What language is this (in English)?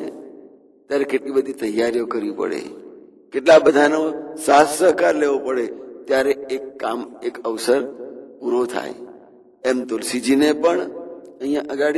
Gujarati